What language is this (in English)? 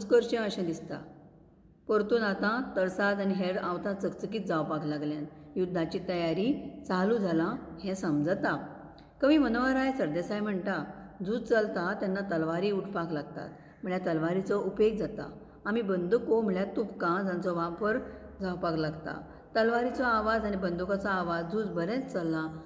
Konkani